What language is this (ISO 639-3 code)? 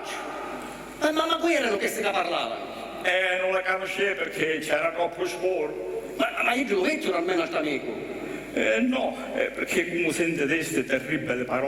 scn